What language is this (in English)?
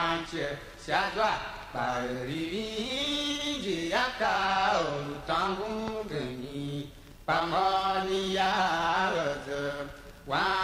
Tiv